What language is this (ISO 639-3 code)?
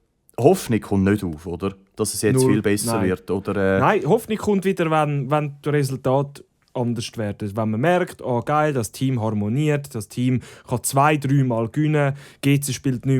gsw